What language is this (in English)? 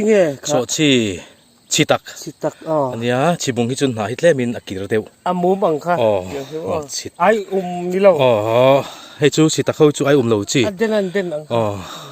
Mizo